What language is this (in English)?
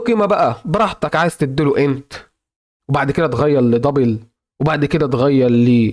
Egyptian Arabic